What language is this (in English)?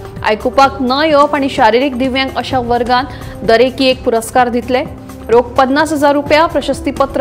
Konkani